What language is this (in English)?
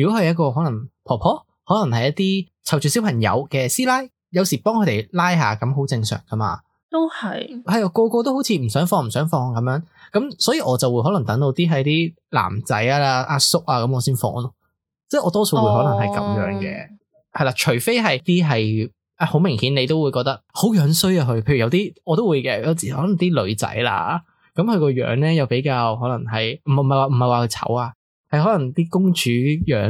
Cantonese